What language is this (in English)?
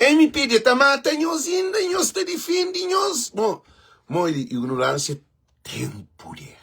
Kabuverdianu